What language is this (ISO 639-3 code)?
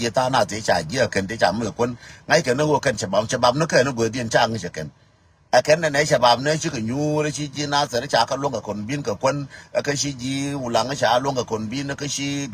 nus